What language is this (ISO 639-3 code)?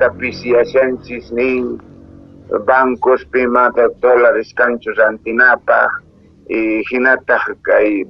quh